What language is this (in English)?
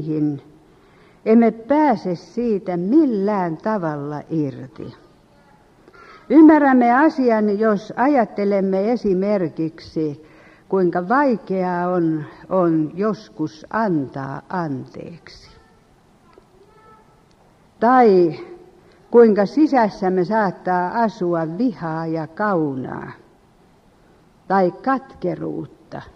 Finnish